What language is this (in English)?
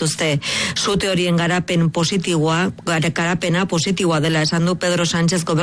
Basque